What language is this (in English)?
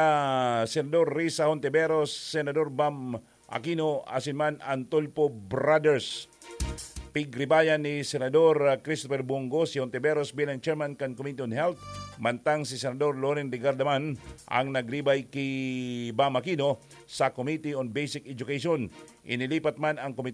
Bikol